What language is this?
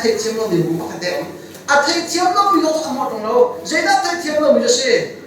Hakha Chin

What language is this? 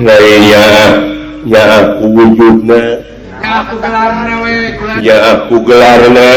Sundanese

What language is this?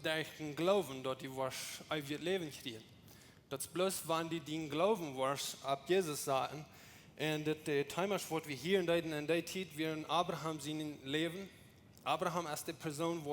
Plautdietsch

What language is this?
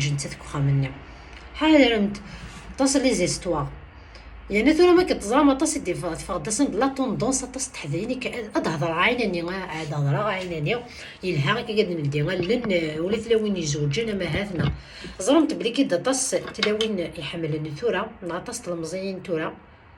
Kabyle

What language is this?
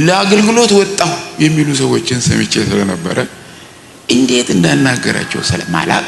Amharic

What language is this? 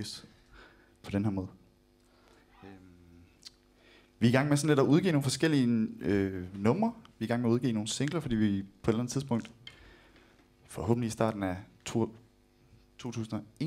Danish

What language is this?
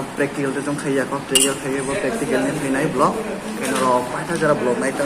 Kok Borok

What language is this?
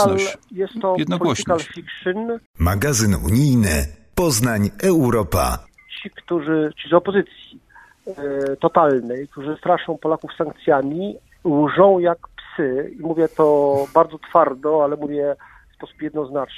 Polish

